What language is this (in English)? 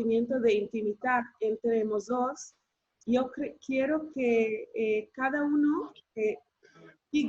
Ladino